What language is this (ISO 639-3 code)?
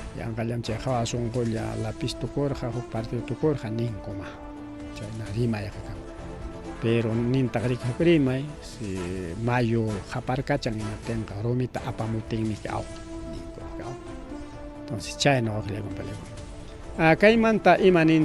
quy